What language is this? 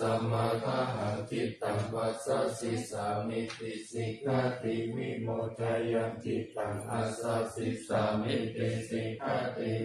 Pali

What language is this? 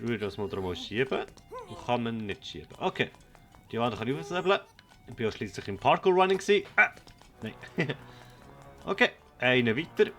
Swiss German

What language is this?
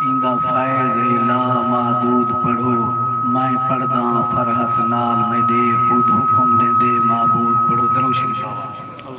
Saraiki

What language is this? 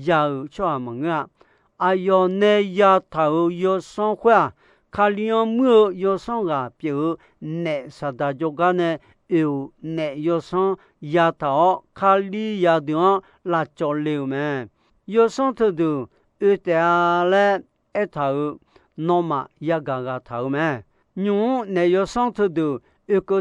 Akha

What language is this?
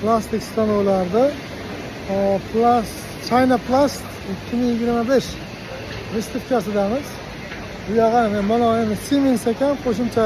Uzbek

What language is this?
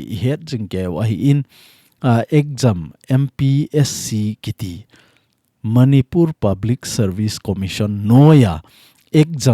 Thado Chin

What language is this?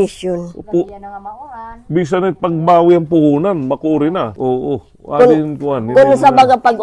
Waray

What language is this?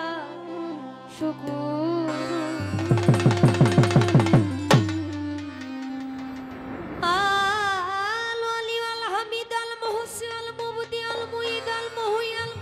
Bangla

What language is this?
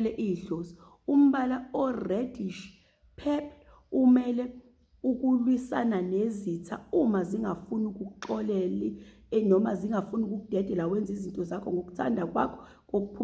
Zulu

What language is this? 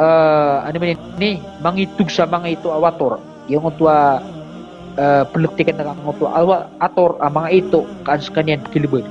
Maranao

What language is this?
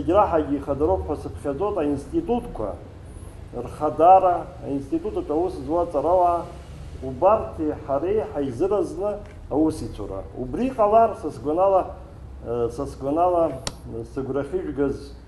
Abkhazian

